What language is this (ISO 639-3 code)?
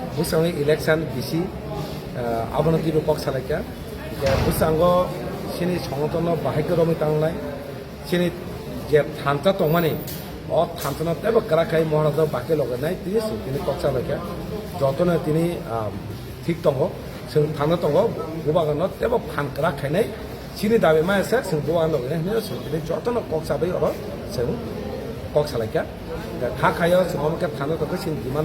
trp